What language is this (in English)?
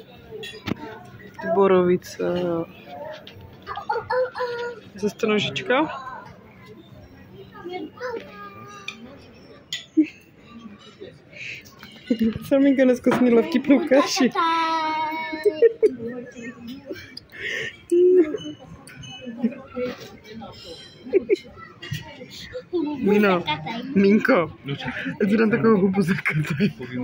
Czech